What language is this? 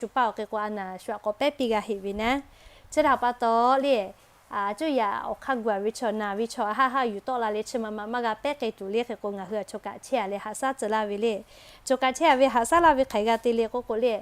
Lahu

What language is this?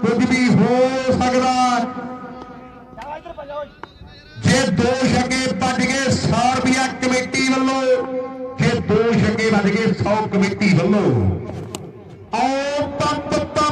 Punjabi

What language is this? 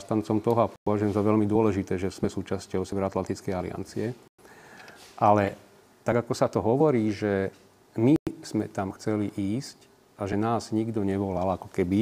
Slovak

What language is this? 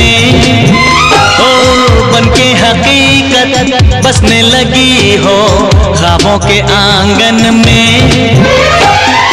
Hindi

